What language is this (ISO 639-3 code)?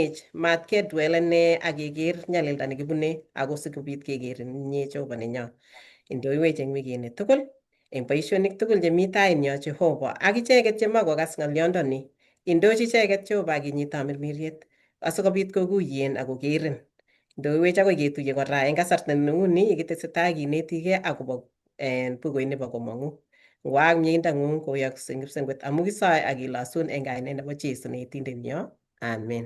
kln